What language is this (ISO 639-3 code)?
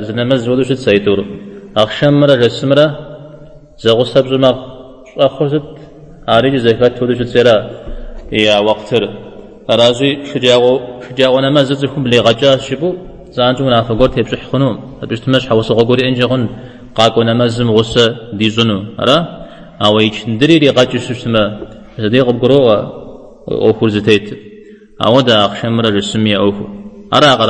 kbd